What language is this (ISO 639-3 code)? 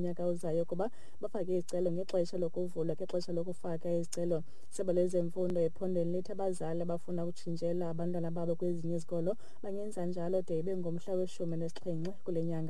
xho